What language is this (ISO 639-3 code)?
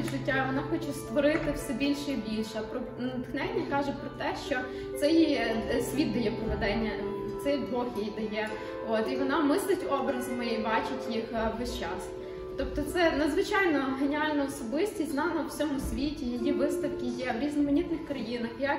ukr